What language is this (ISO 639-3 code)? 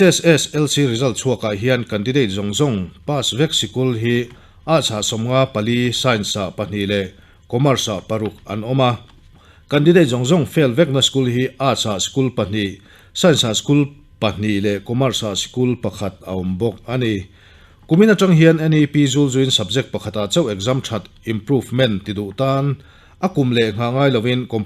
lus